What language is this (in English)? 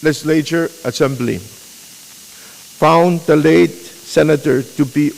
Pohnpeian